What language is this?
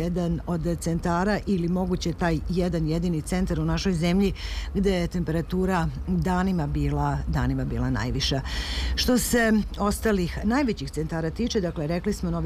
Serbian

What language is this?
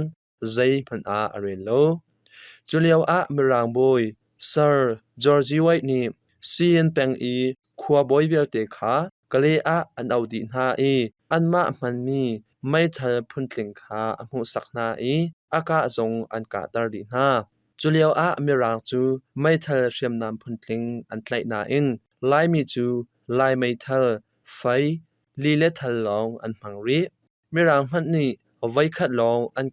Hakha Chin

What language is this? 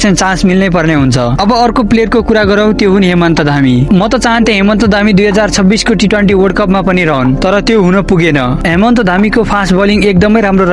Nepali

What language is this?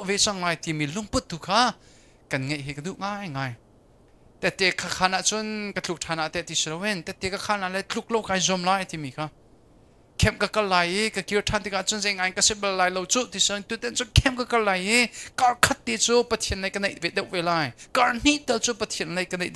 Hakha Chin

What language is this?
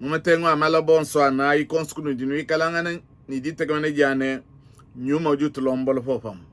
Luba-Lulua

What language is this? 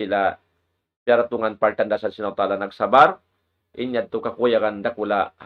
Tausug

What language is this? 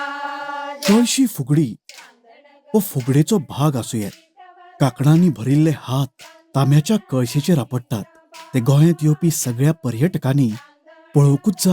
Konkani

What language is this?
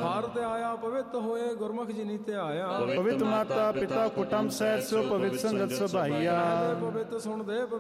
Punjabi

